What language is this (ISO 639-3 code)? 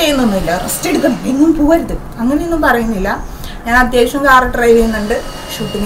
mal